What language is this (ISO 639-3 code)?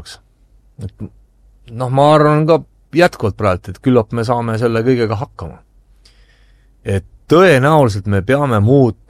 est